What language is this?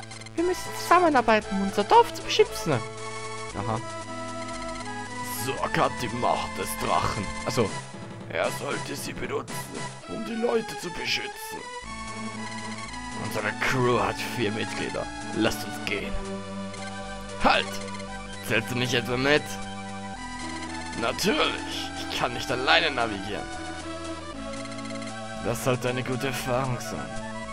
German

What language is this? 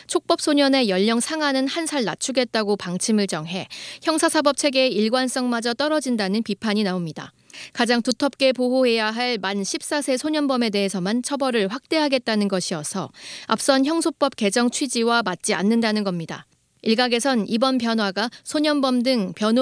Korean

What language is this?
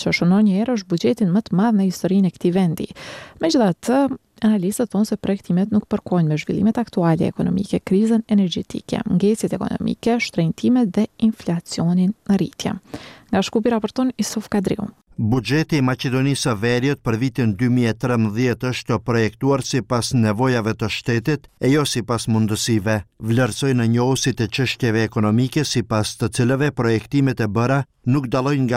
Albanian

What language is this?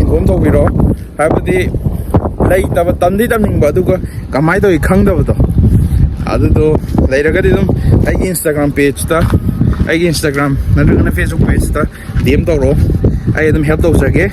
Manipuri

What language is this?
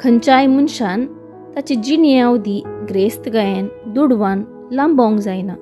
Konkani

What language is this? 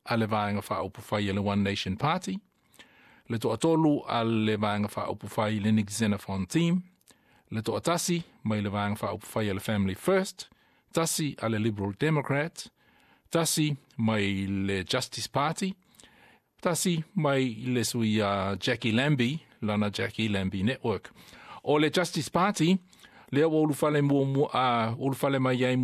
Samoan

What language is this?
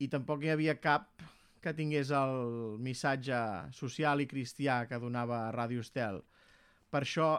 Catalan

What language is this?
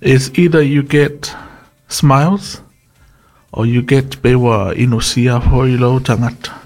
Samoan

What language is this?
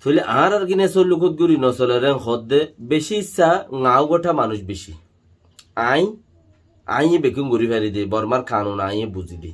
Rohingya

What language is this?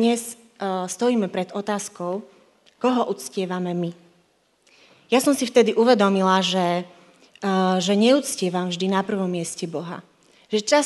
Slovak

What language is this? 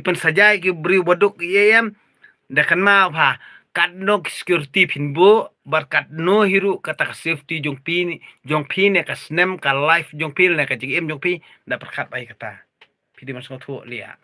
Khasi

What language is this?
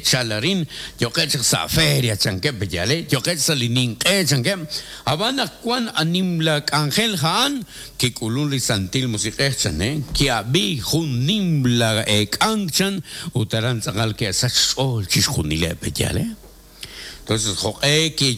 Kekchí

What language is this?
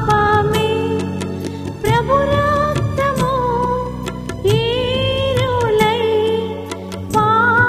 Telugu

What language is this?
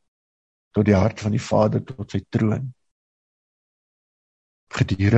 Afrikaans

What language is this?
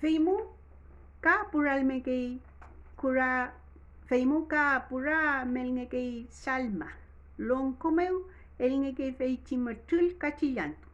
Mapuche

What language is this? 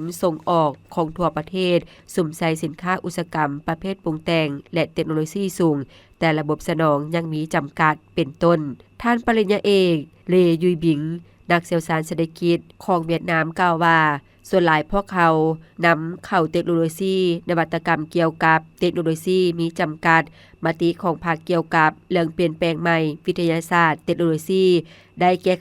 Lao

